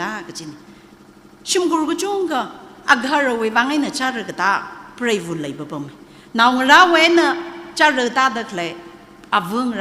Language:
Tangkhul Naga (India)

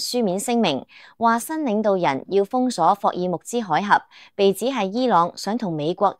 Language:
Cantonese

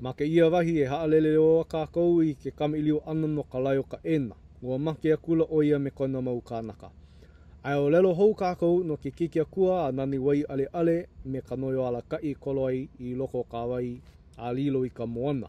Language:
Hawaiian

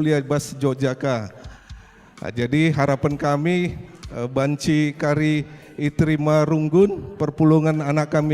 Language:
Batak Karo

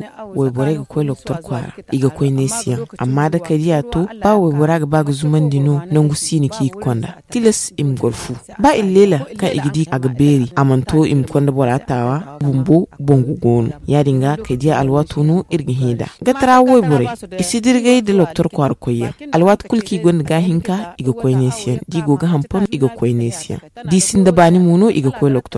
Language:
Zarma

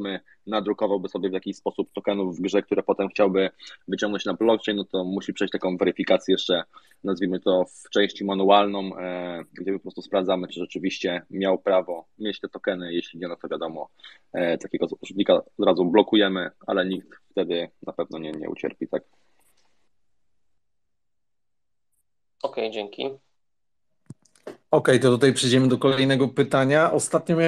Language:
Polish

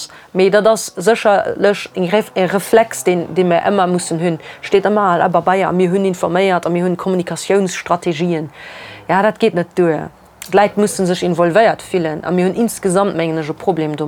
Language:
Luxembourgish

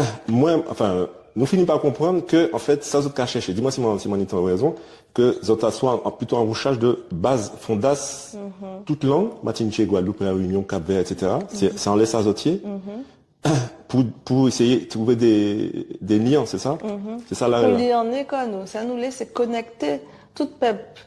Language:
Guadeloupean Creole French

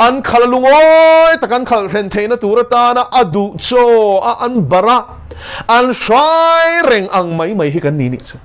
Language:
Mizo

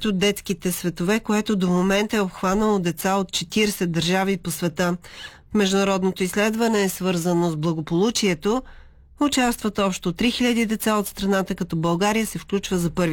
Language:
Bulgarian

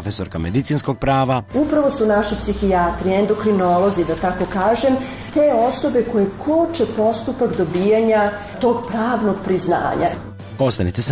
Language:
Serbian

